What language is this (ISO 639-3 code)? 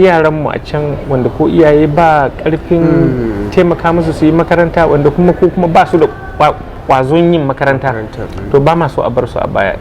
hau